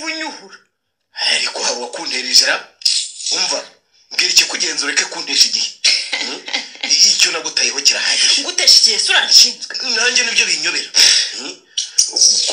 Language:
Kinyarwanda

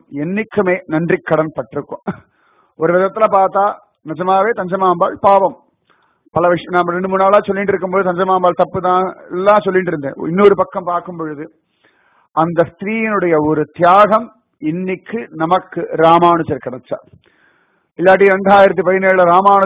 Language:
Tamil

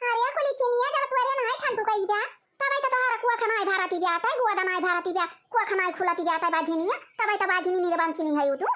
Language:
Awadhi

